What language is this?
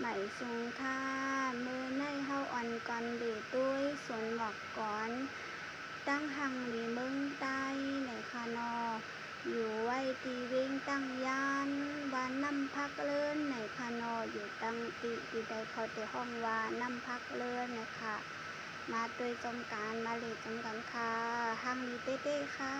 Shan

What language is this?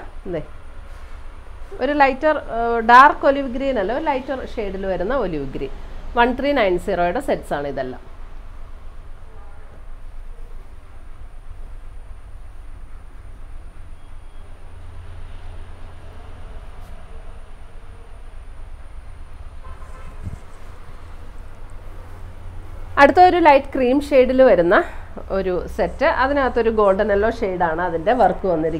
Malayalam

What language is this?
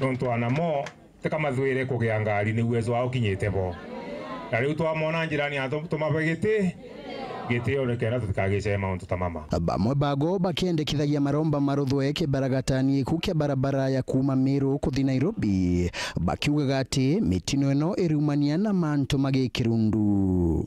Meru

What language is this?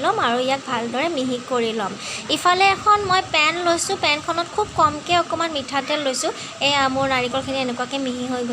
Assamese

